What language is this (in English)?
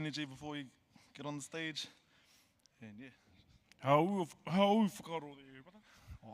Māori